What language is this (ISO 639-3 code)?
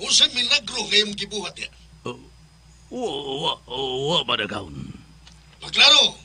ceb